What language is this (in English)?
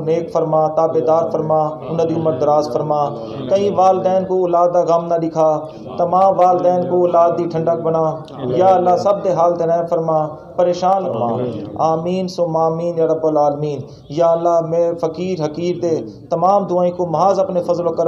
Saraiki